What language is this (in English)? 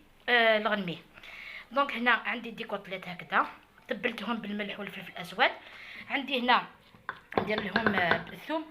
Algerian Arabic